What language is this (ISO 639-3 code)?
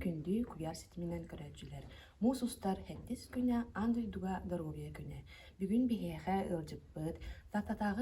sah